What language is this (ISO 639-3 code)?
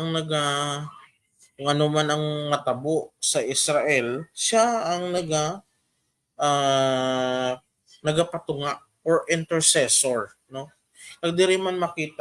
hil